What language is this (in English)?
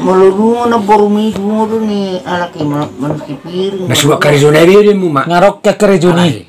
Batak Toba